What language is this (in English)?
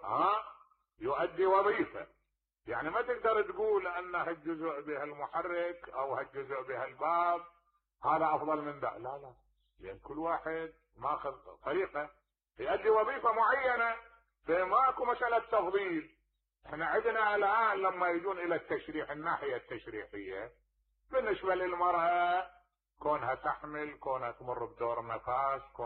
Mesopotamian Arabic